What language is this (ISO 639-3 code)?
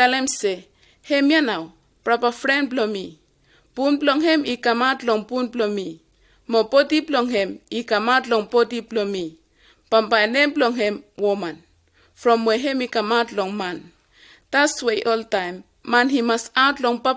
bis